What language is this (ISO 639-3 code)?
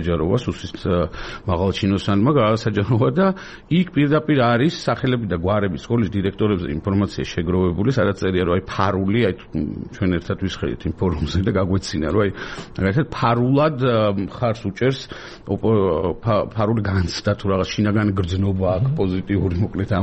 kat